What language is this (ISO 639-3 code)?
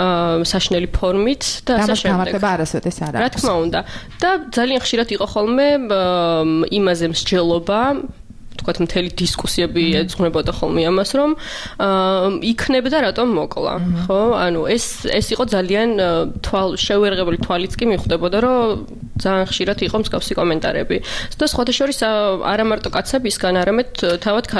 kat